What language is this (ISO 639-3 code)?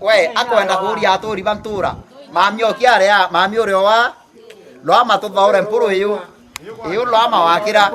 mer